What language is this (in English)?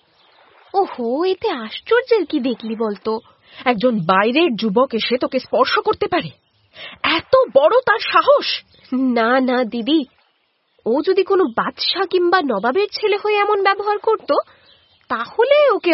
Bangla